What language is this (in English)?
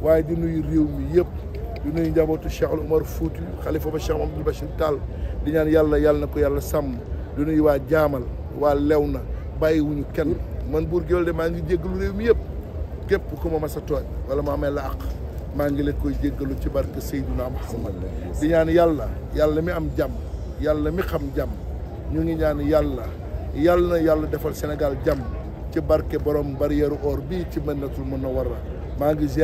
Wolof